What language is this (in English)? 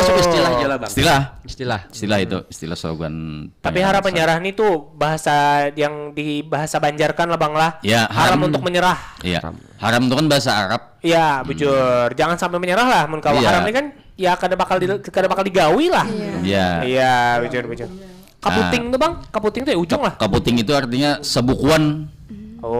Banjar